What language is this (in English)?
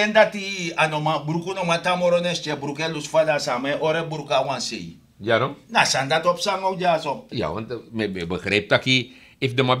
Sranan Tongo